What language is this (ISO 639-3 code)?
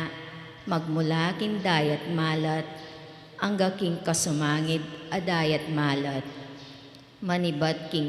pam